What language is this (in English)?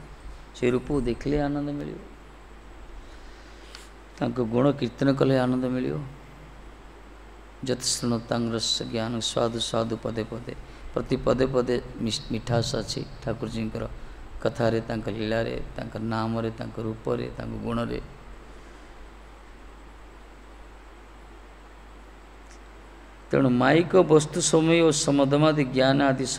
Odia